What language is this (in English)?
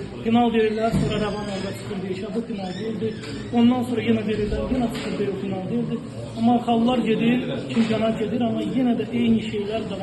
Azerbaijani